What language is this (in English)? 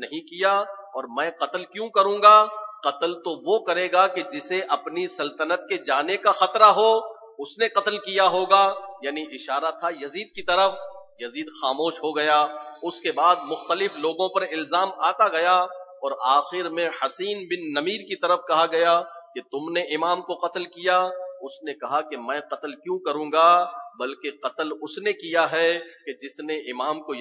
Urdu